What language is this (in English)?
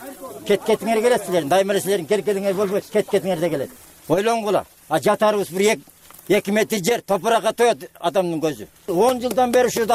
Kyrgyz